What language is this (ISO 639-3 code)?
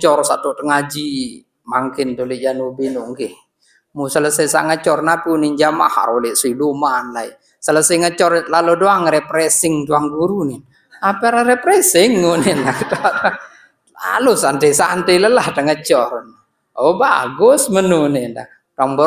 sas